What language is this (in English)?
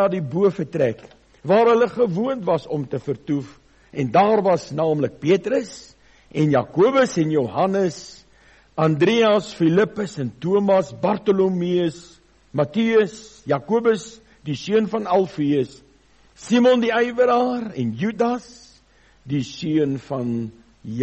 Afrikaans